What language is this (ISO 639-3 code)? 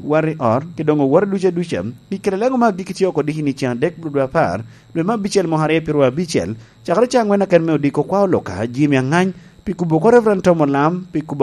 laj